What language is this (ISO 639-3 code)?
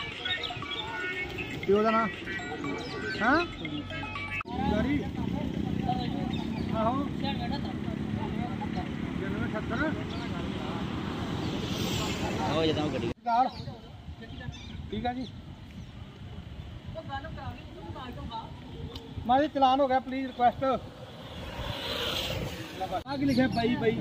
pan